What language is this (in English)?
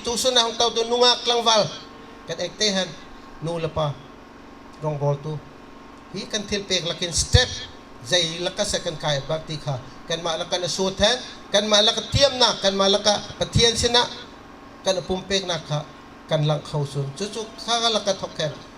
Bawm Chin